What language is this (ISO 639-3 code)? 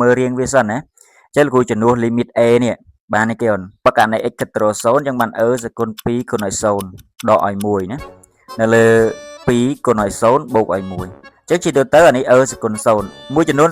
khm